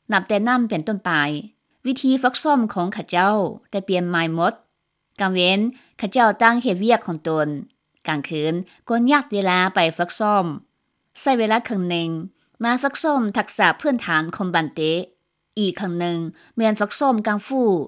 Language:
Lao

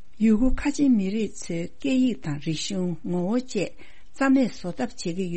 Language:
Tibetan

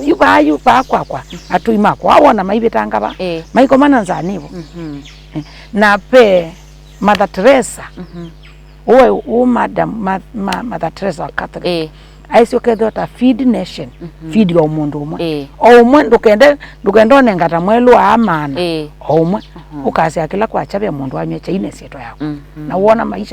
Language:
Kamba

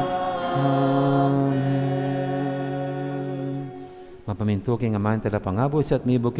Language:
Pampanga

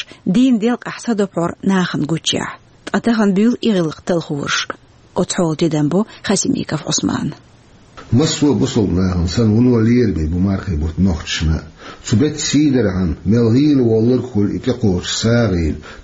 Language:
Chechen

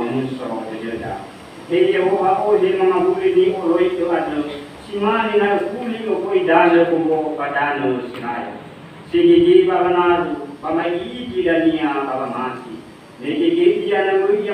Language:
Nias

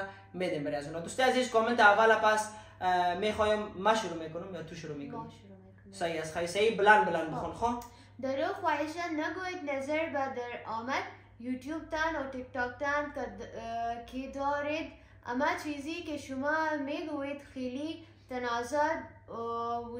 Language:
Persian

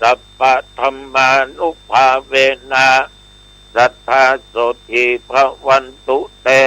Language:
Pali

